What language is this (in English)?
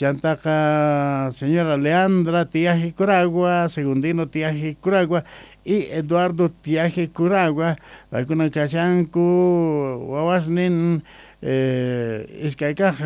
Quechua